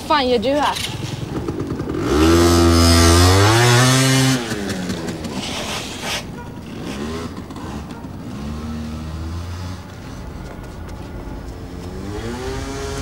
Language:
Swedish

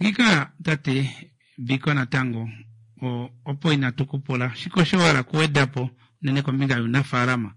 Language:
Kuanyama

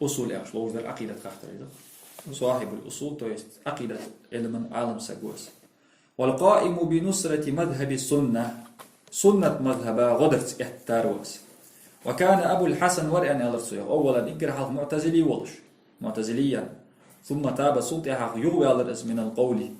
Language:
Ingush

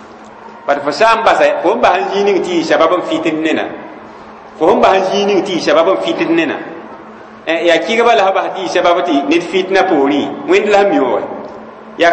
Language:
Mossi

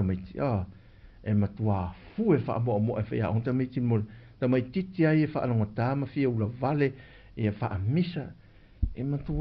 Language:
Samoan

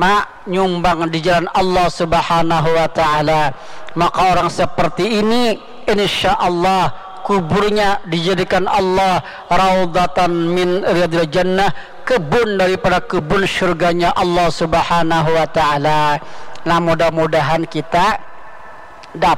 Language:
Banjar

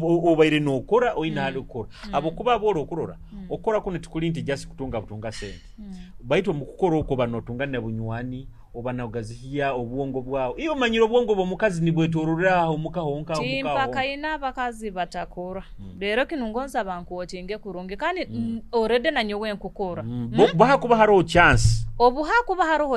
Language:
Nyoro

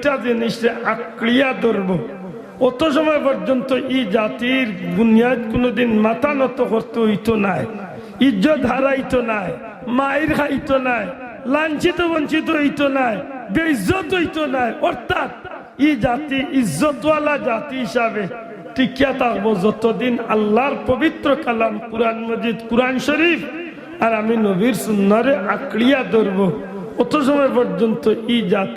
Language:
Sylheti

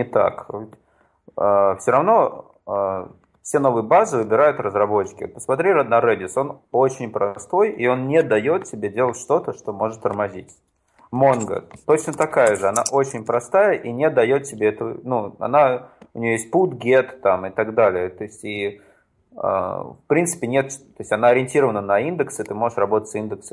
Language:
Russian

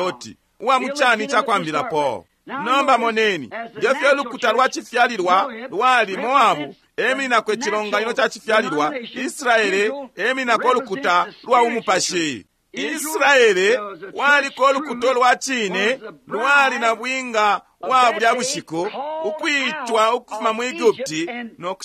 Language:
Bemba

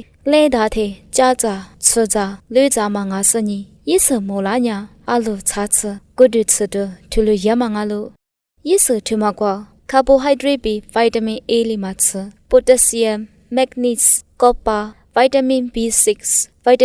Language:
Lisu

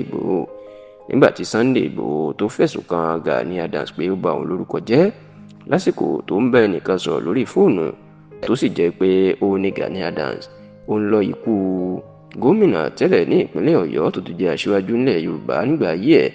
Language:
Yoruba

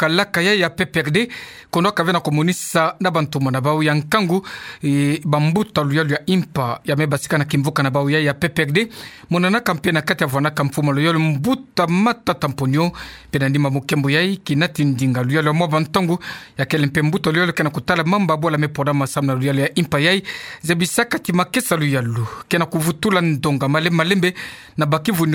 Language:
Kituba (Democratic Republic of Congo)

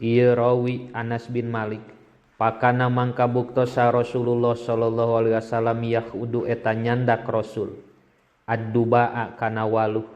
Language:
Sundanese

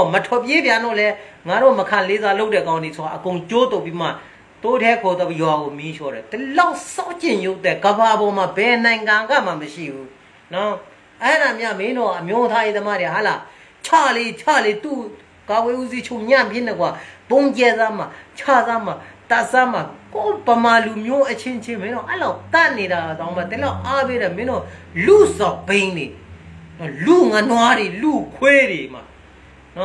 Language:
Burmese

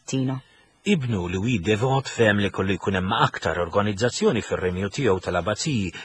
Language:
Maltese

